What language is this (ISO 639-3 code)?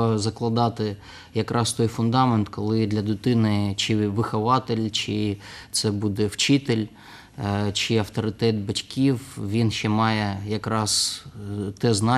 ukr